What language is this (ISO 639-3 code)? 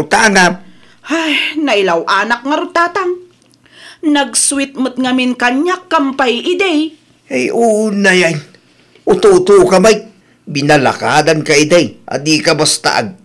ilo